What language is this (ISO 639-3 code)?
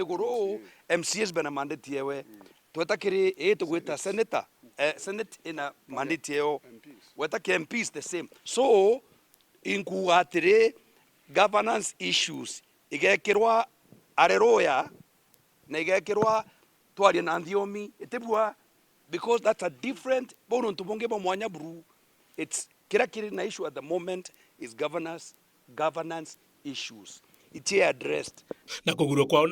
mer